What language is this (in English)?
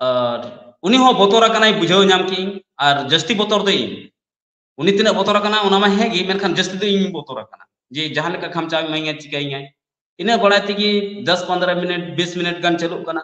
Santali